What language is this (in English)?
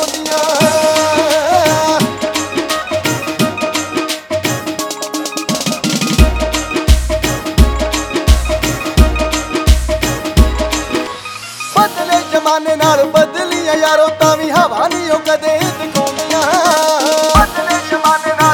Punjabi